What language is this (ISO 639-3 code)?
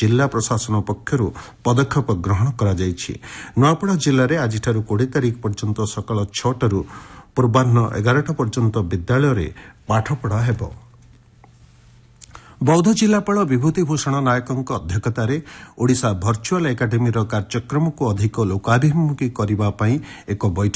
ori